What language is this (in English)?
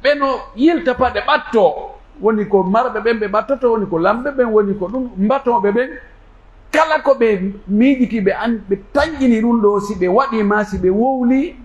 Pular